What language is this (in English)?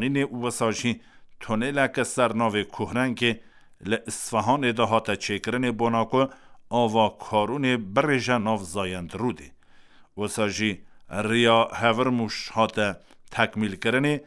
Kurdish